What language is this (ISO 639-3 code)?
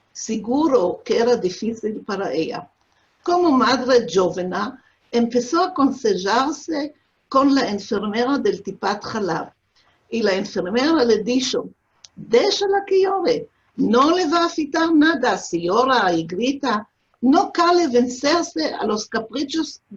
lad